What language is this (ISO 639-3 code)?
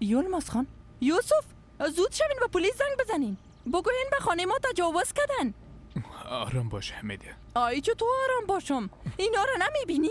fas